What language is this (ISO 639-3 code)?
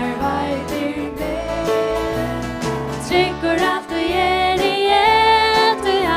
fao